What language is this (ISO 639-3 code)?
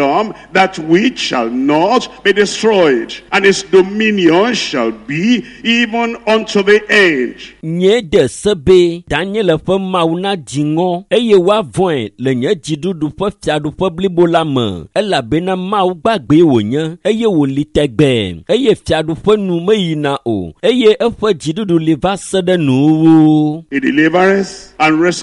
ewe